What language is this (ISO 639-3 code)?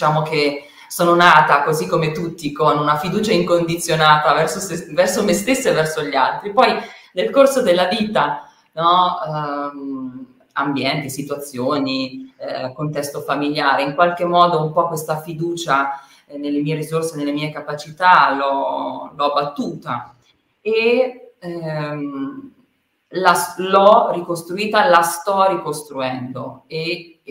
ita